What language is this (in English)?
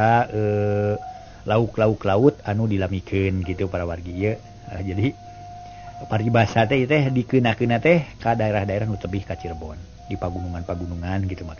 Sundanese